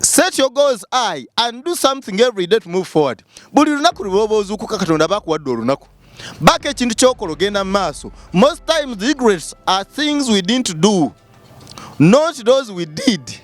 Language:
Ganda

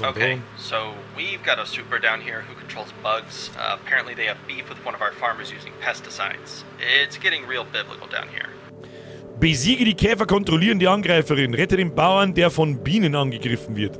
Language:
Bavarian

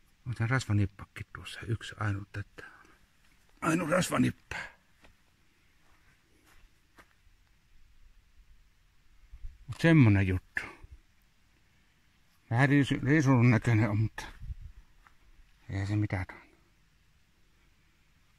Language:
Finnish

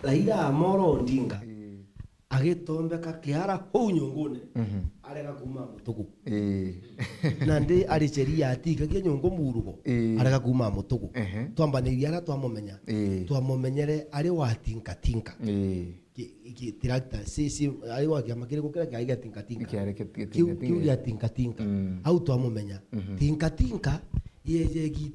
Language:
Meru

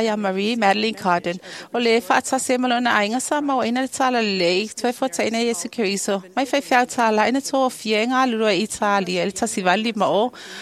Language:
Samoan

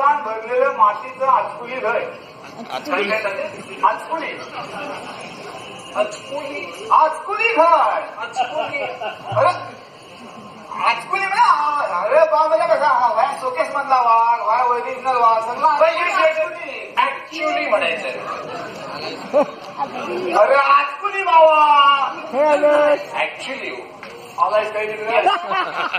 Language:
Marathi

